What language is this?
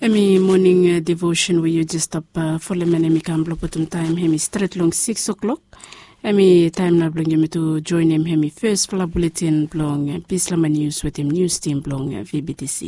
Bislama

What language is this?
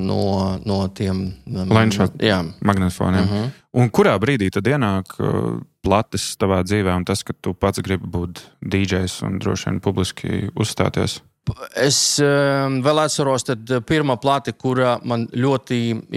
Latvian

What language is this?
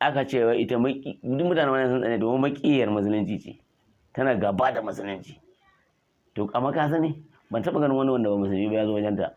Hausa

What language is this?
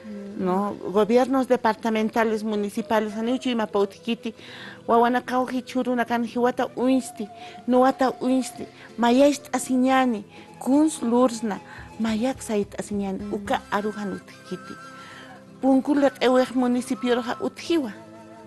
Aymara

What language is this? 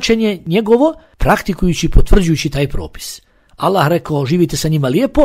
Bosnian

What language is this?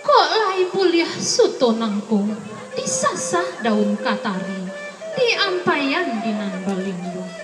Minangkabau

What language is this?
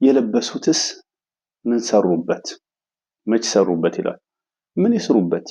Amharic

